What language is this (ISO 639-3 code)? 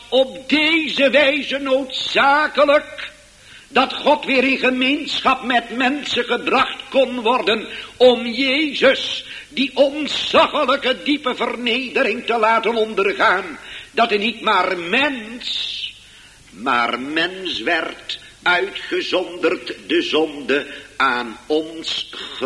nld